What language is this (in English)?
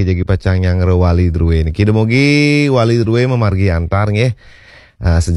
Balinese